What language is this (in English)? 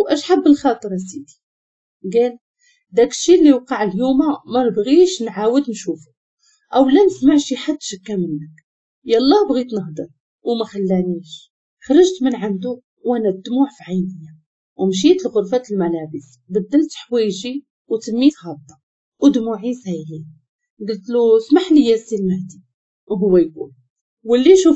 Moroccan Arabic